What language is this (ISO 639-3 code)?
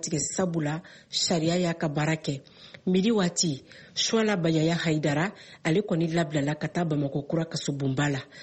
bam